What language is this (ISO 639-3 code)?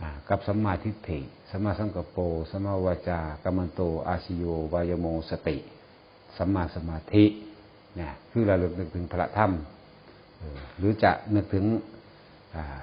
tts